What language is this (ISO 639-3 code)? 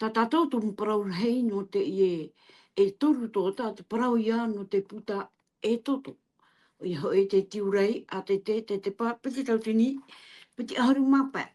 tah